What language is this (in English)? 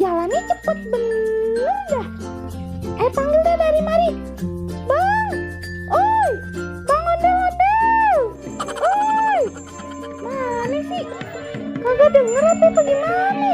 Betawi